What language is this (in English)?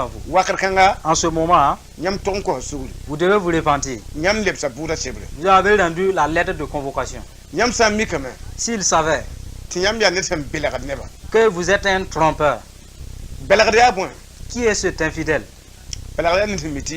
Mossi